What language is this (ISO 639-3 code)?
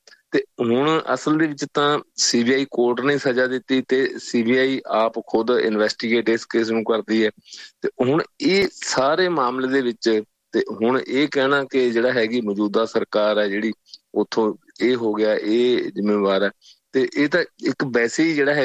pan